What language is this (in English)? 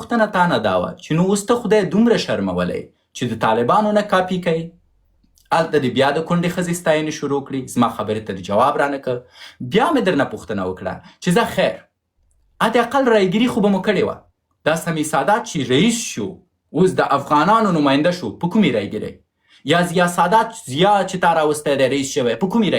Pashto